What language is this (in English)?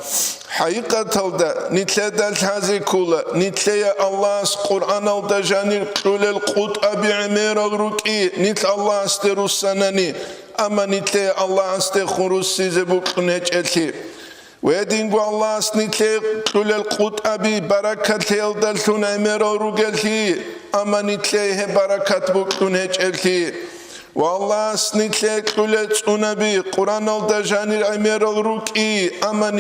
Avaric